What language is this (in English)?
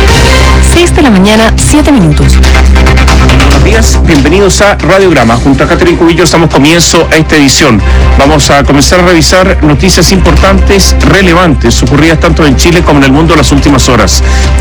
Spanish